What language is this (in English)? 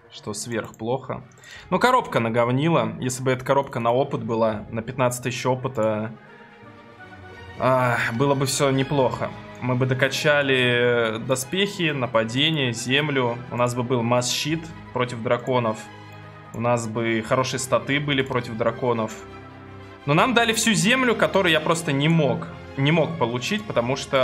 Russian